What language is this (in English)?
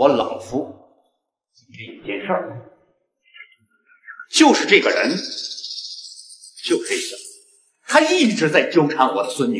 Chinese